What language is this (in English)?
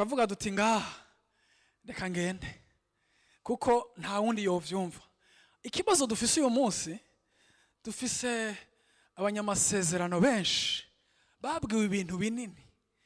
Rundi